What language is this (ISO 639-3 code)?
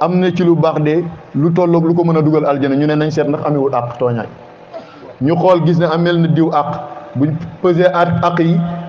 wol